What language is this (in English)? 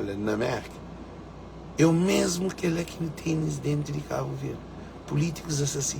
Kabuverdianu